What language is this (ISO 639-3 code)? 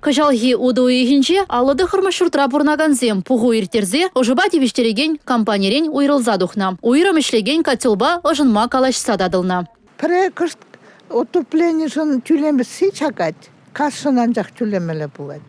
chv